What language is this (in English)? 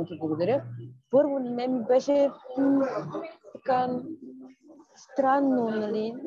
Bulgarian